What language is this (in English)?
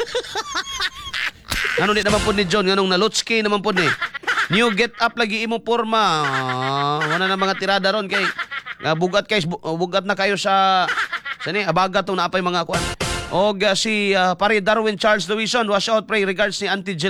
Cebuano